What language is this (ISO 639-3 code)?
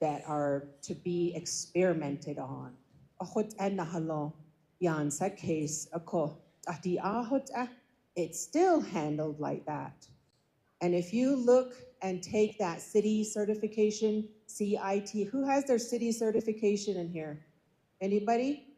nav